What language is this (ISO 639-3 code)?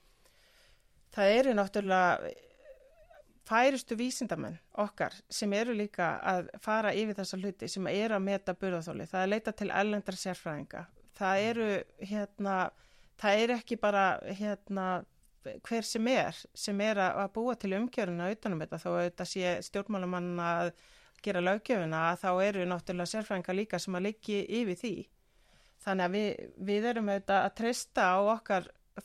isl